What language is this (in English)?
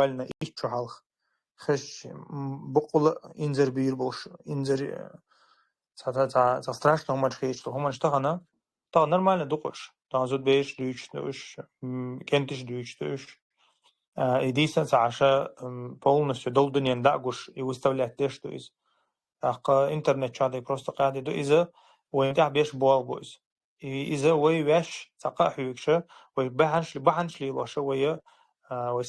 Chechen